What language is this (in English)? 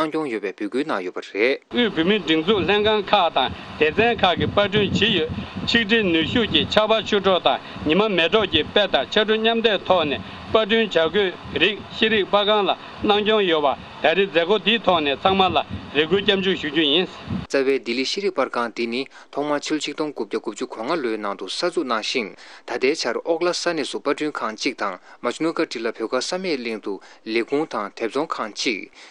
Tibetan